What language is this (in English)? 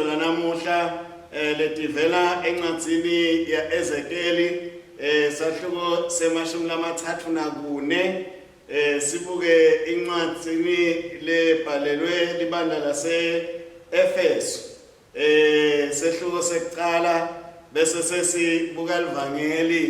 Swati